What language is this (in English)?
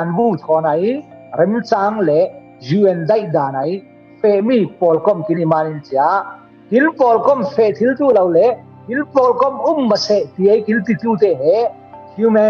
Falam Chin